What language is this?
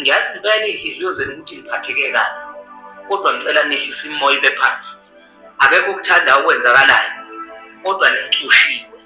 Zulu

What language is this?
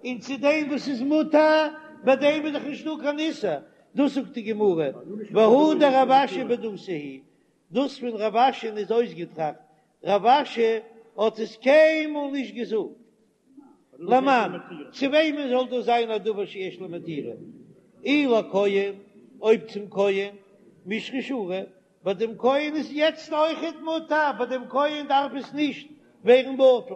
Yiddish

